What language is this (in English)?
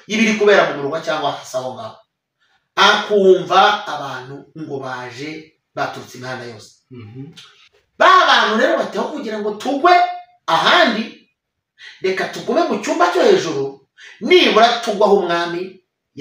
Kinyarwanda